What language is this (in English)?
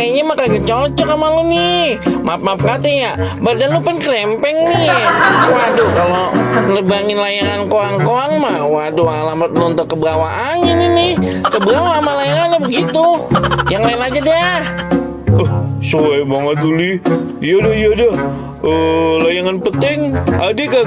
Betawi